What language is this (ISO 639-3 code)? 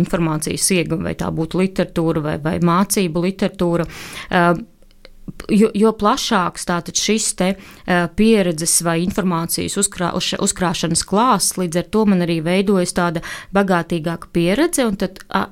lav